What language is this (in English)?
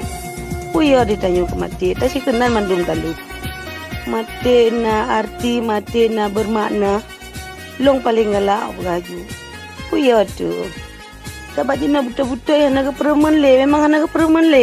Achinese